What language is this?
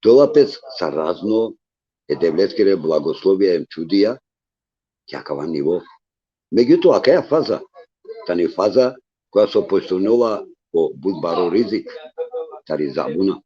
Balkan Romani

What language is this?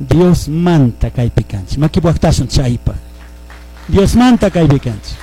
Chimborazo Highland Quichua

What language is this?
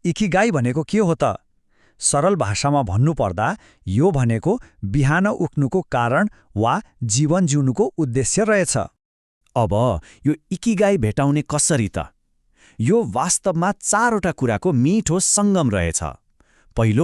Nepali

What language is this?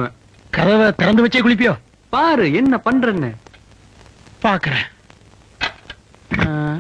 Tamil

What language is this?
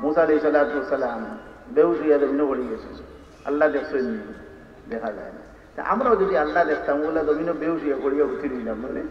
Sylheti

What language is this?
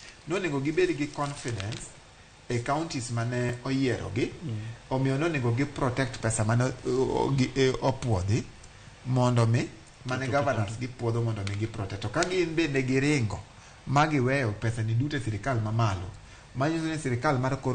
Luo (Kenya and Tanzania)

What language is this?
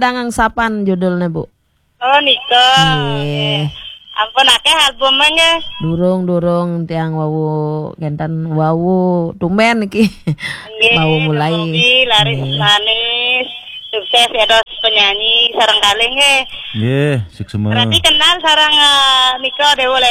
Balinese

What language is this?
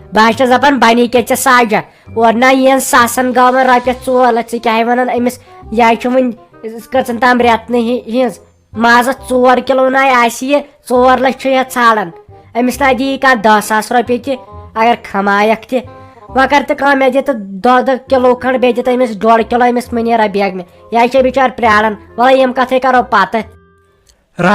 Kashmiri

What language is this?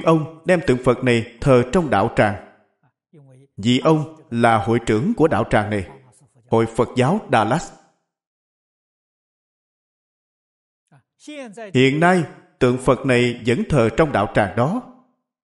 Vietnamese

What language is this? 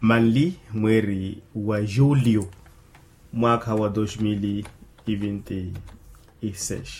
Makhuwa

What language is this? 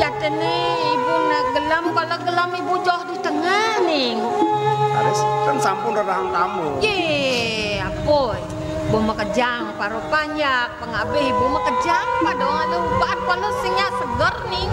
Balinese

